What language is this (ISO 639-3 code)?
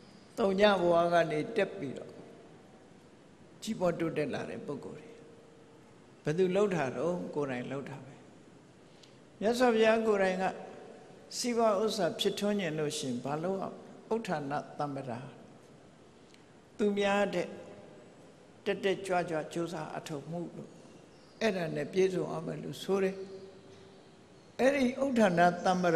mya